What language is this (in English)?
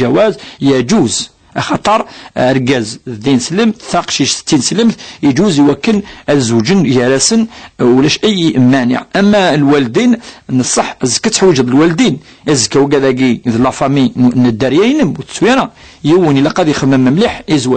Kabyle